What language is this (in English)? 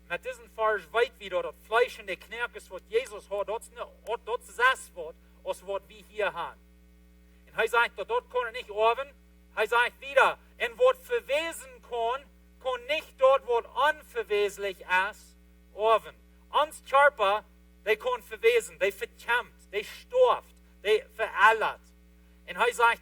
Plautdietsch